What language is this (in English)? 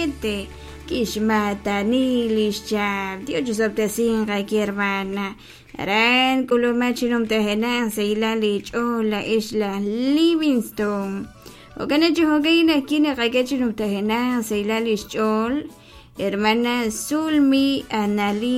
Kekchí